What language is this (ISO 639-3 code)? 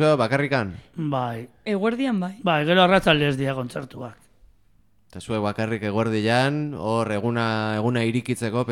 eus